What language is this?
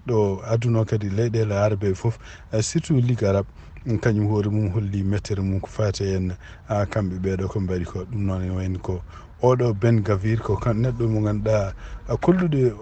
Fula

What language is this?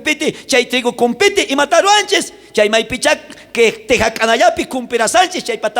South Bolivian Quechua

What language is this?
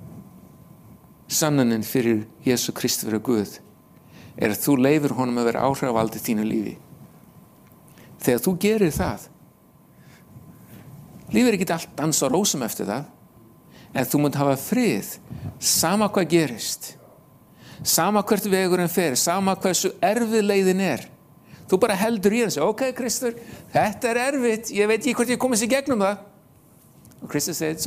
Icelandic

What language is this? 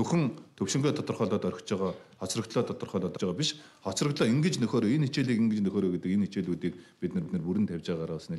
Mongolian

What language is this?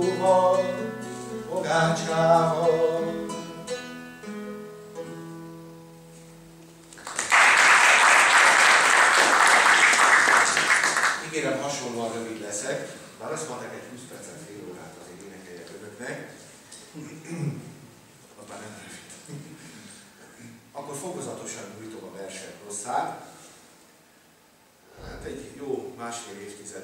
Hungarian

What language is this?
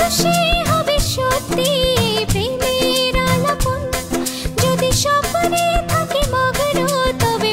Bangla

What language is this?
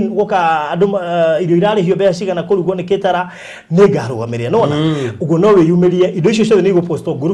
Kikuyu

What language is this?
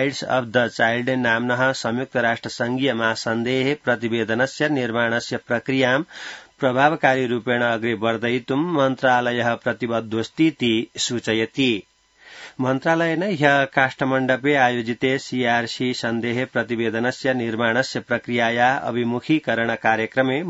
Sanskrit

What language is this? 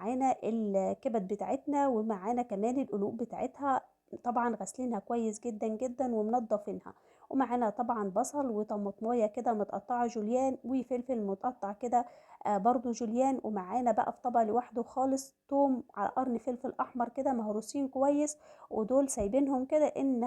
Egyptian Arabic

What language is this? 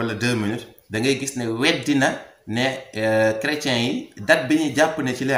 Wolof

